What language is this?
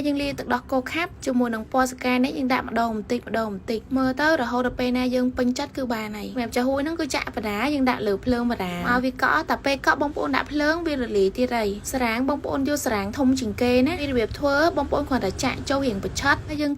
Khmer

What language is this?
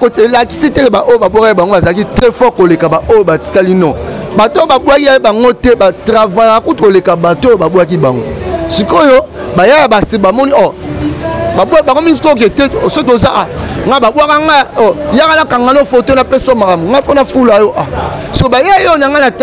Lingala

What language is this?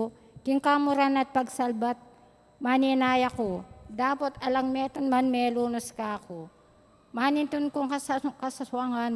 Pampanga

